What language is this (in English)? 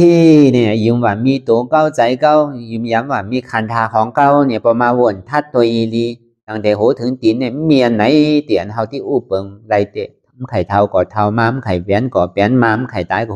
Shan